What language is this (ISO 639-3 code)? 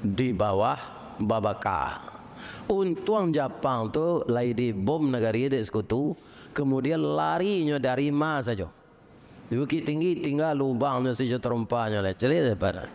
min